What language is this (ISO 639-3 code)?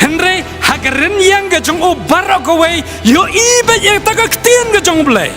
kha